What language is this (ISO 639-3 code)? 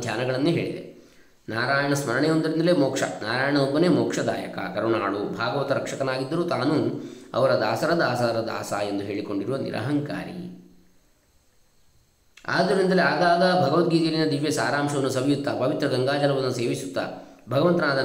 kan